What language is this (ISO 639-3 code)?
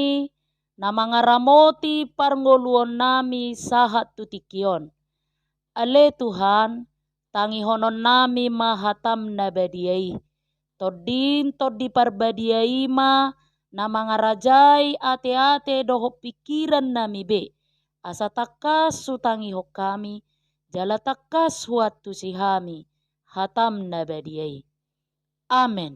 bbc